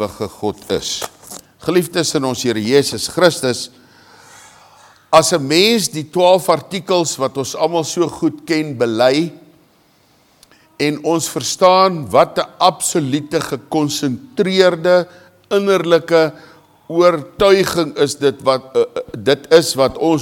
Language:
Afrikaans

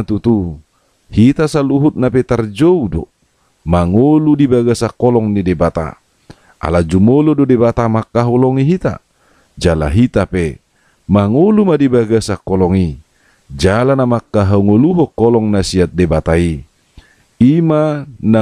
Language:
Batak Toba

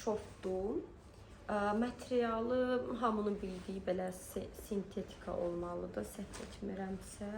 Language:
Azerbaijani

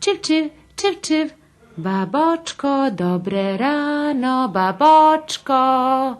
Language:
Rusyn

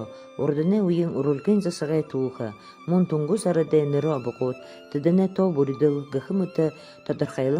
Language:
Buriat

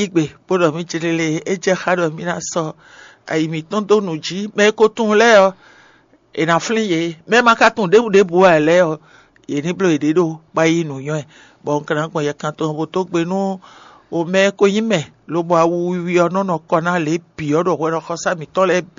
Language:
Fon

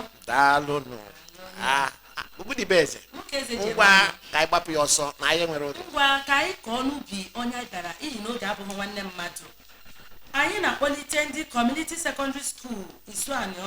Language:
Igbo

